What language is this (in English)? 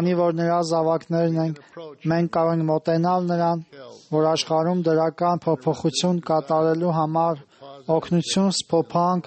Armenian